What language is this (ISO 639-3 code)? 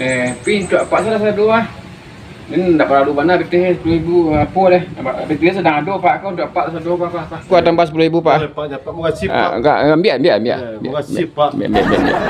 min